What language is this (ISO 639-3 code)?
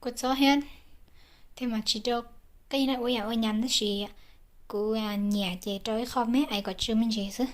hmn